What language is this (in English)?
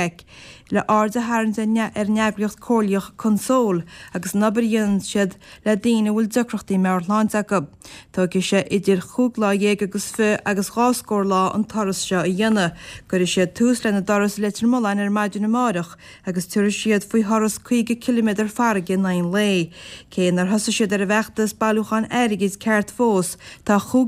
Irish